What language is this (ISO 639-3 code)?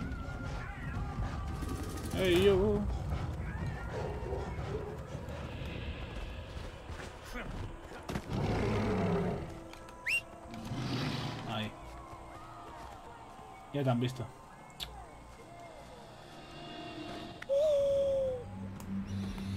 spa